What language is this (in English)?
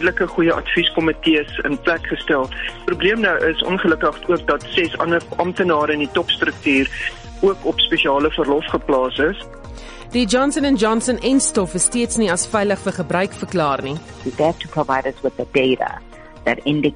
Afrikaans